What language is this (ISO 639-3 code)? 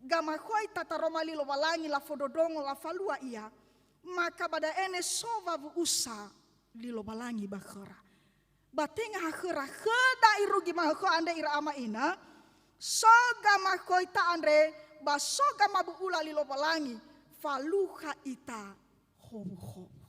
nia